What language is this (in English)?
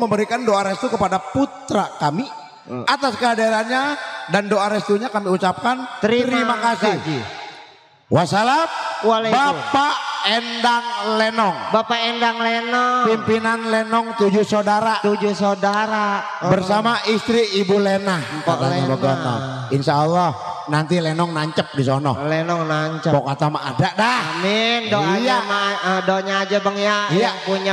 Betawi